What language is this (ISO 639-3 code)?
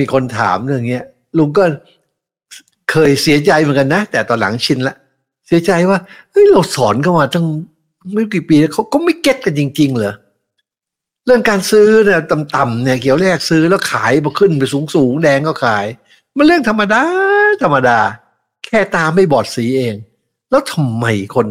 tha